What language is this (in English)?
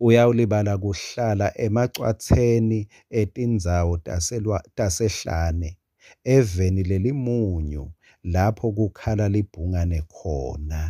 Swati